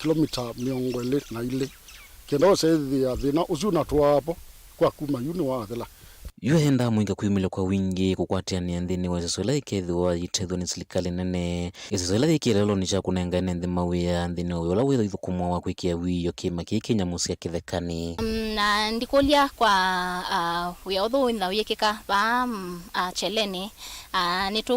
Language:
Kamba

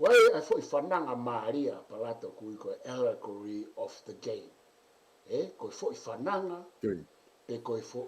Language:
Tongan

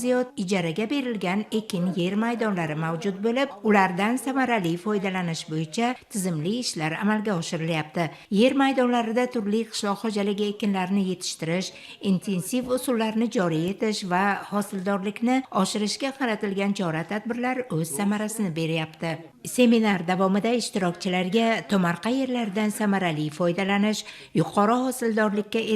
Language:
Uzbek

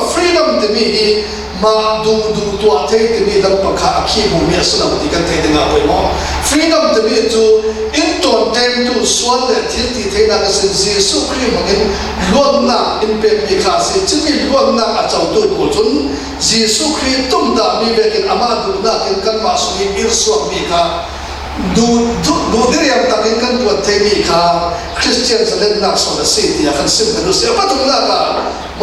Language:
Falam Chin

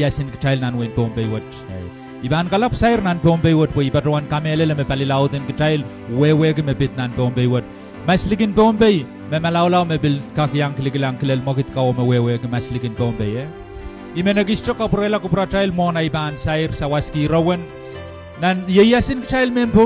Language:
Pohnpeian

